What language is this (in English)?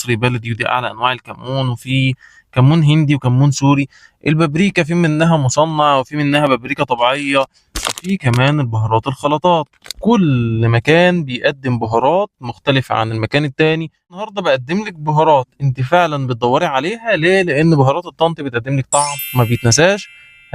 Egyptian Arabic